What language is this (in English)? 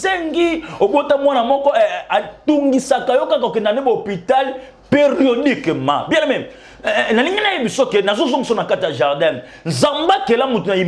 Lingala